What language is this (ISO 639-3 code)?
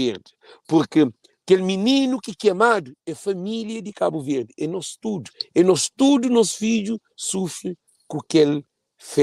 kea